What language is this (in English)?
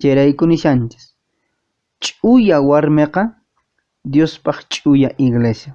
Quechua